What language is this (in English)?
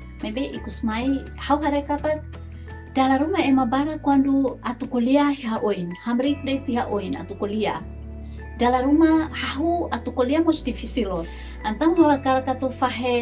Tetum